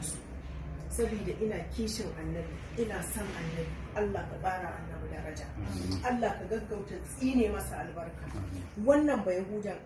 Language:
Hausa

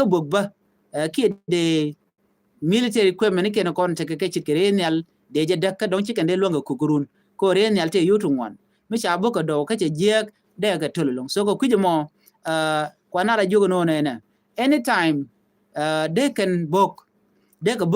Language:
Nuer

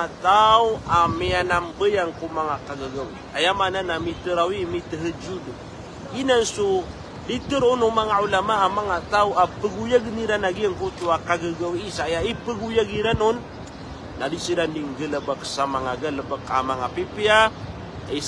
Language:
Maranao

